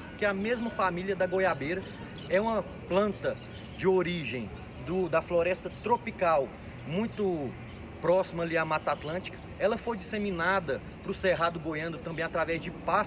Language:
Portuguese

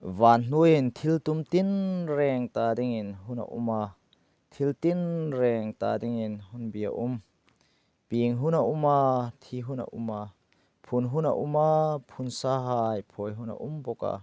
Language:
Hmar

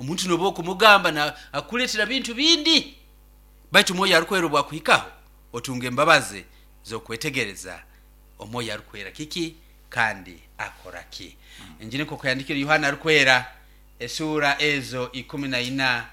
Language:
Nyoro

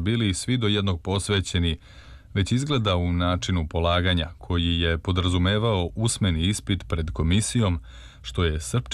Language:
Serbian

